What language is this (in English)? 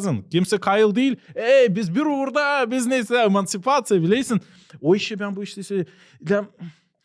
Gagauz